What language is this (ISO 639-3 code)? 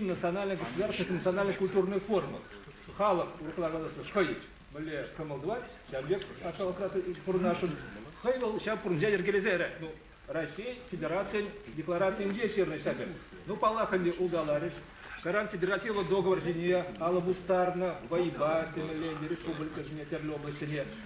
chv